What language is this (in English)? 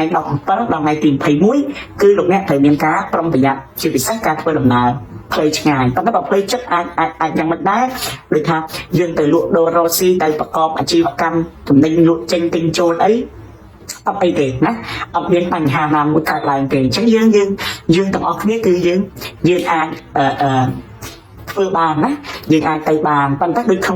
Khmer